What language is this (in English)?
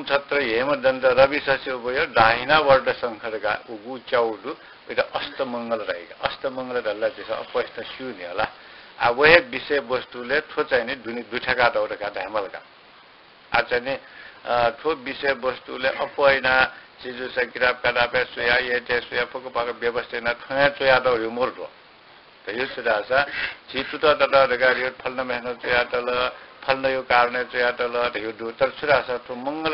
Newari